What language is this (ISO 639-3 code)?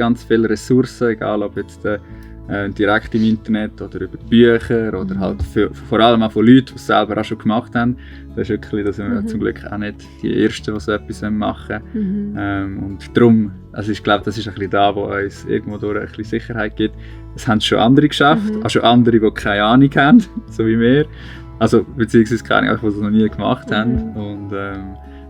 gsw